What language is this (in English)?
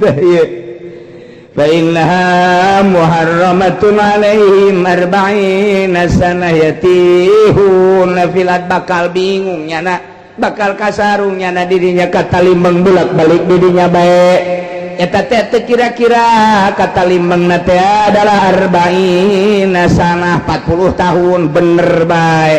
Sundanese